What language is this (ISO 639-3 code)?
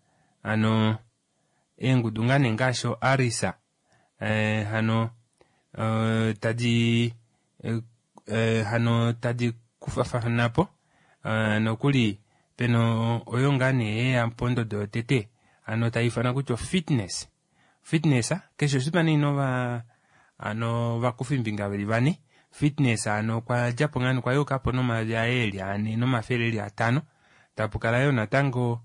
kua